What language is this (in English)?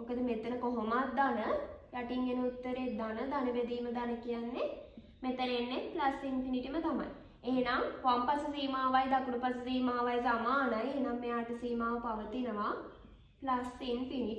Sinhala